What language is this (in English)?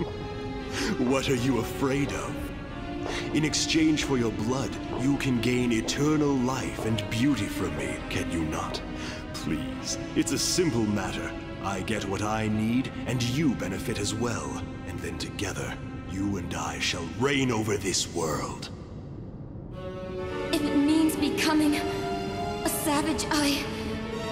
English